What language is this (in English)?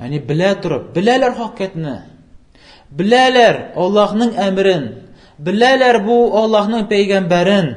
Tatar